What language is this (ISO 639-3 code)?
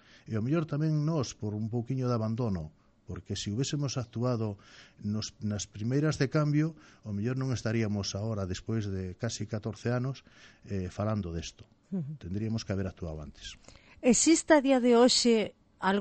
glg